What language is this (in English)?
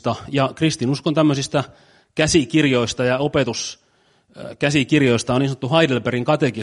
Finnish